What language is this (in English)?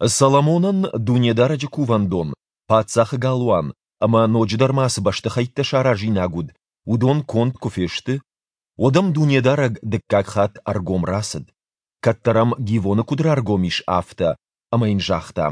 Ossetic